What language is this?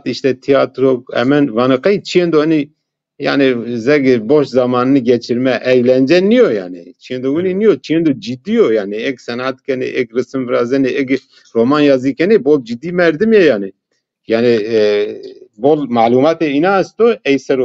Zaza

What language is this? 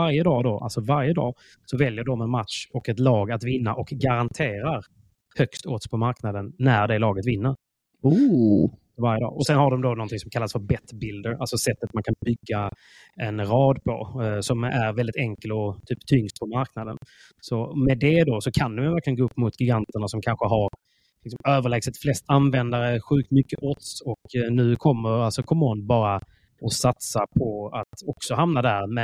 Swedish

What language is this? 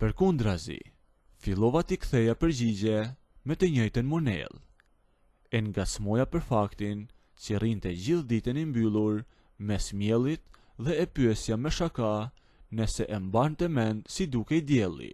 Albanian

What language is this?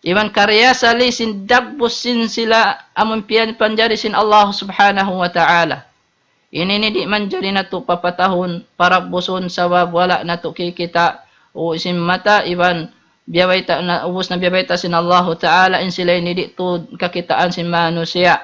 Tausug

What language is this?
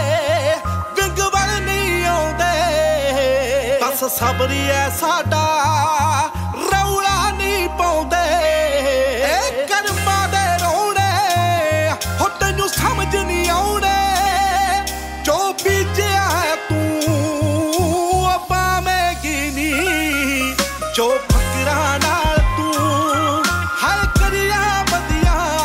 Punjabi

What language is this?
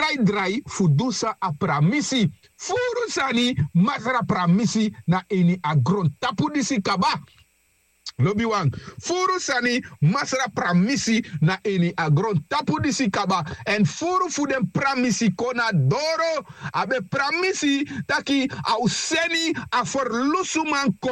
Sranan Tongo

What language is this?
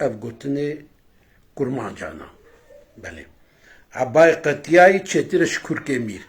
Kurdish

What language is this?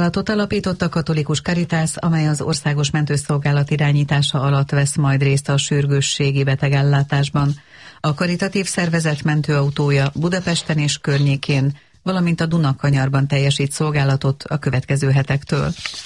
Hungarian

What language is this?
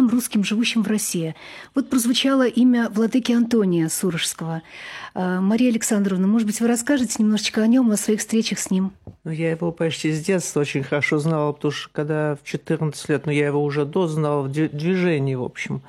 Russian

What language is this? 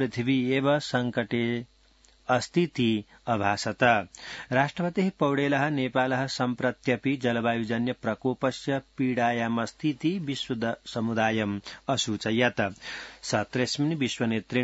Sanskrit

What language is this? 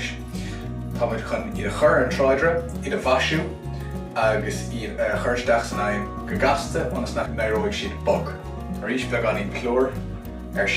Irish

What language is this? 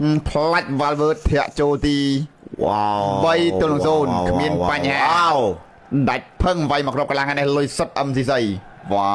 Khmer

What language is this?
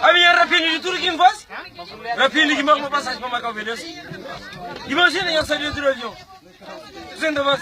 Kabuverdianu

